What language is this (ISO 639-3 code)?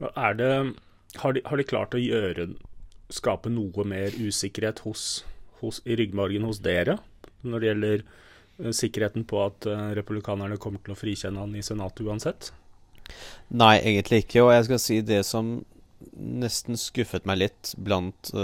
nor